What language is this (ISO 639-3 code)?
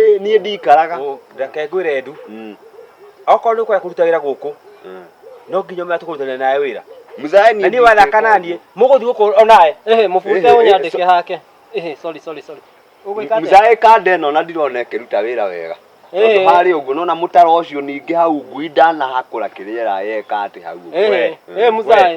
kik